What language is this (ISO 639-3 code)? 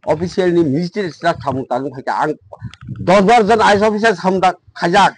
trp